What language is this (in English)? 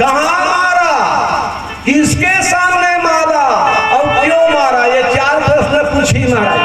Chhattisgarhi